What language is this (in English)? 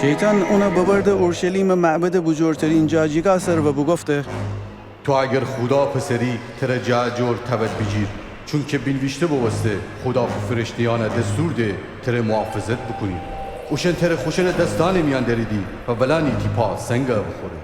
Gilaki